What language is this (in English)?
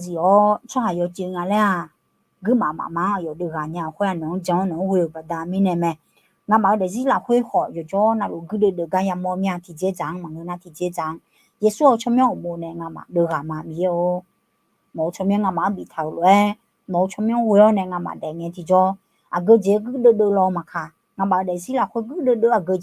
Akha